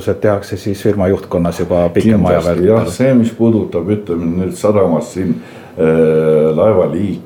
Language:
Estonian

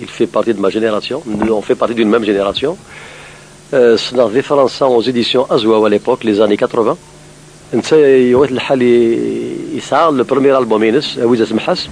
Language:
Kabyle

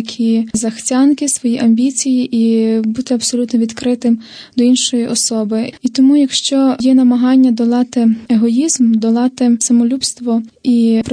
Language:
Ukrainian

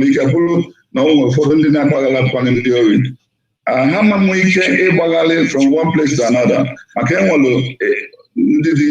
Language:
Igbo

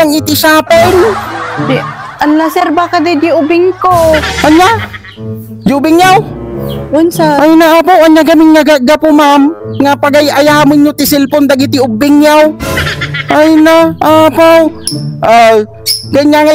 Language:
Iloko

